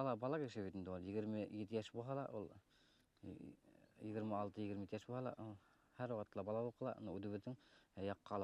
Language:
Bashkir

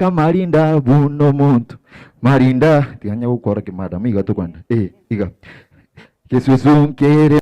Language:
Gusii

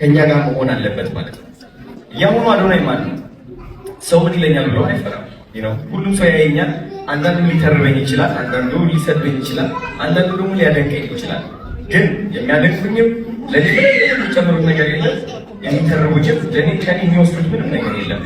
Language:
Amharic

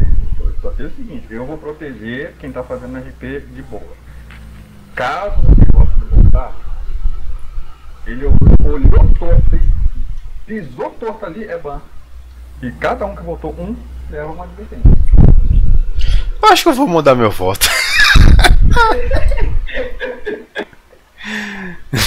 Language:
Portuguese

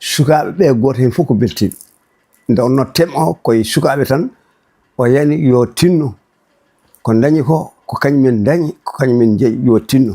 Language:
Fula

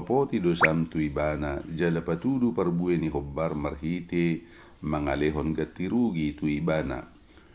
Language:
Batak Toba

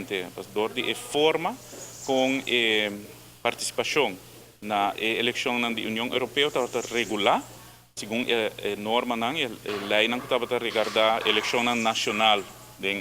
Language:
Papiamento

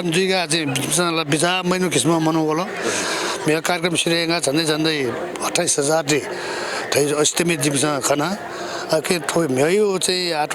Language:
Newari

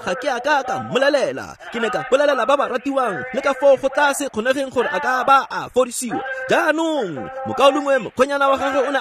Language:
Tswana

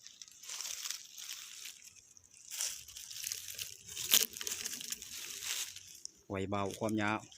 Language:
Lao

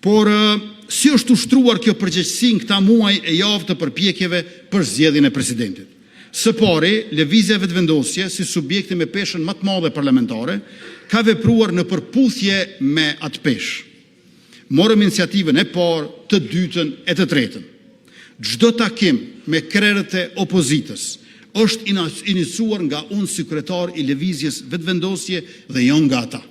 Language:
Albanian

